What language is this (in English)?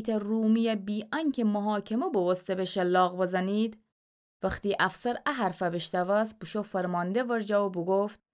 Gilaki